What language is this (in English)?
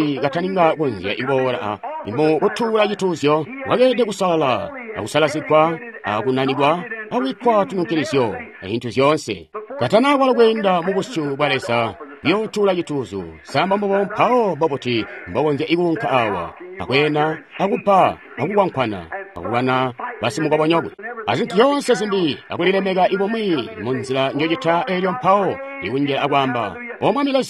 Tonga (Zambia)